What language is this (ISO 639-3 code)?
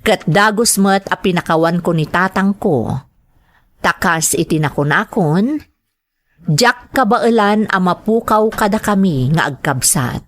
ilo